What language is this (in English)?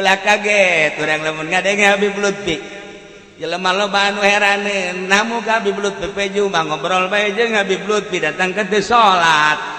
Sundanese